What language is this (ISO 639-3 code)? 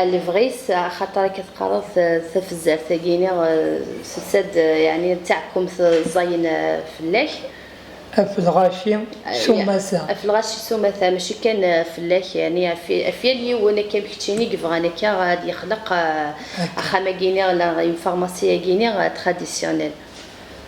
kab